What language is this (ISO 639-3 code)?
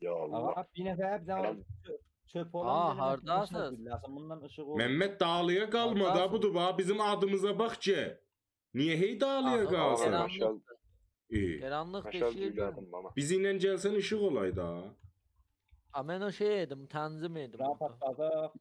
azb